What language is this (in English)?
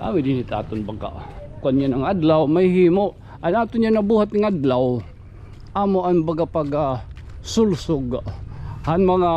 Waray